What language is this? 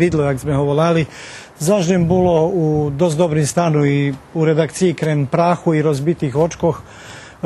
Rusyn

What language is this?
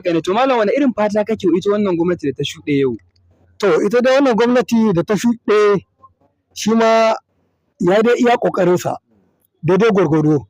Hausa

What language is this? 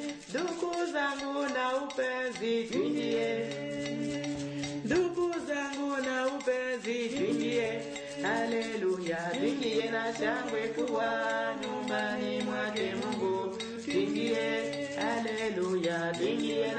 Swahili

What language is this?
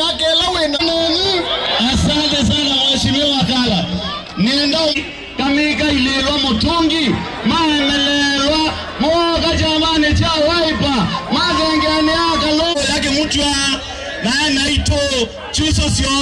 Kamba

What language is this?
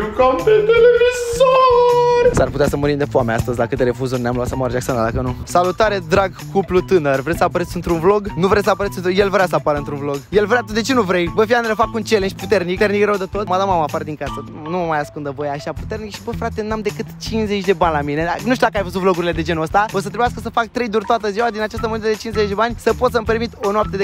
Romanian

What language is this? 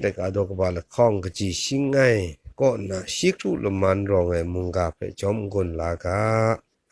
Kachin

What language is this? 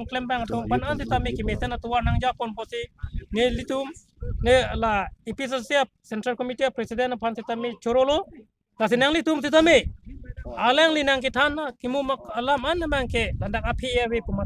Karbi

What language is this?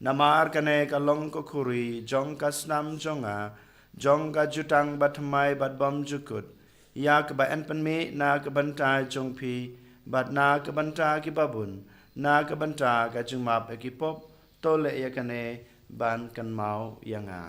Khasi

